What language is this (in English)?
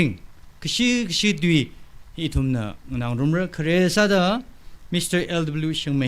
Tangkhul Naga (India)